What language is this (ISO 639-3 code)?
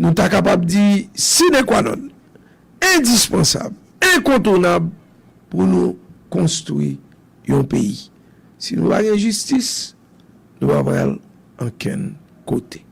hat